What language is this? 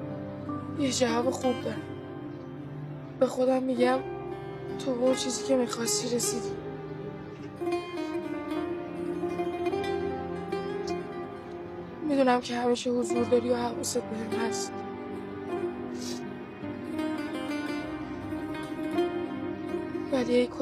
Persian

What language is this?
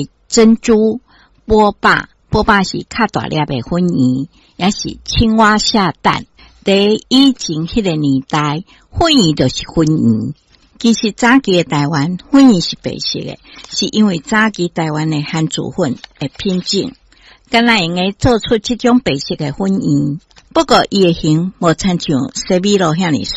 Min Nan Chinese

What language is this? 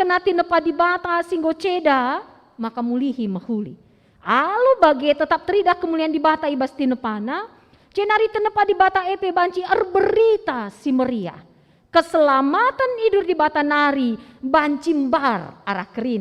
Batak Karo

